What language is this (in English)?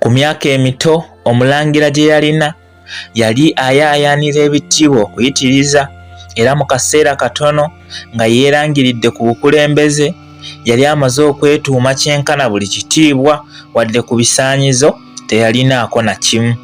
Ganda